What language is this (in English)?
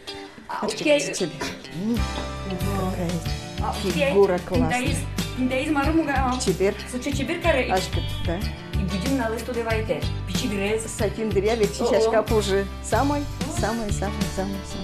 Udmurt